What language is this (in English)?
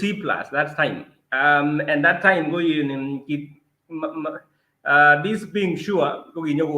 Kalenjin